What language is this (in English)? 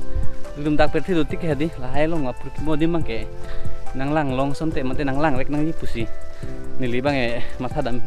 Karbi